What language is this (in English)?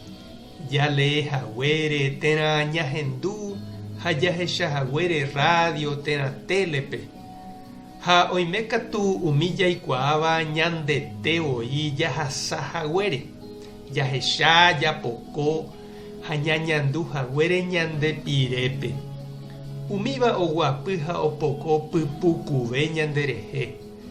Guarani